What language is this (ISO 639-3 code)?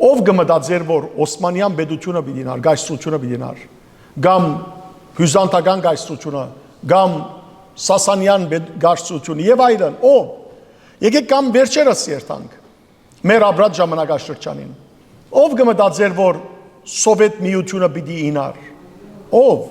hyw